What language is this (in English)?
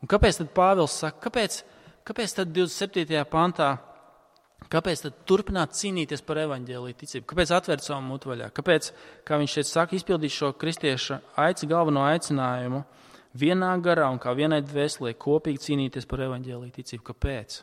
Latvian